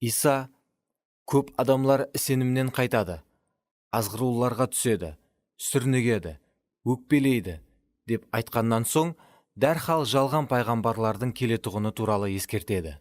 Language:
Kara-Kalpak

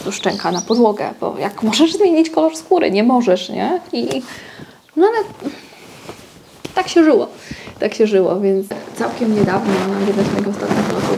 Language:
Polish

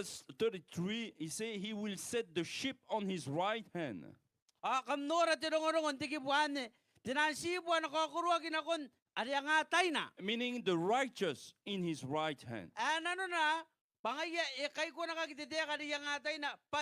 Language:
Gilbertese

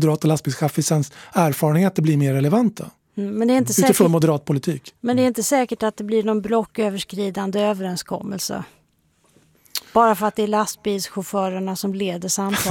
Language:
Swedish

